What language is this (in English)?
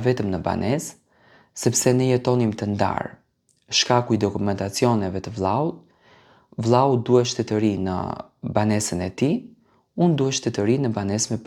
Albanian